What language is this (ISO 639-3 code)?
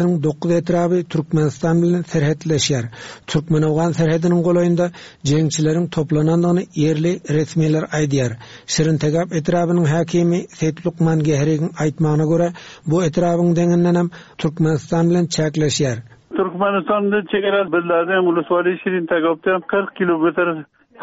tuk